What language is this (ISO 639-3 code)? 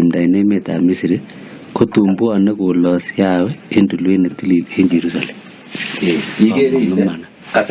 kln